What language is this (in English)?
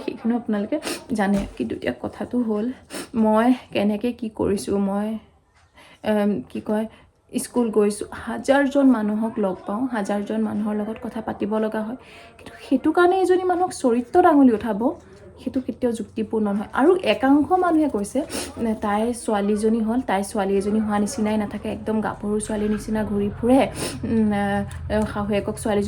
Assamese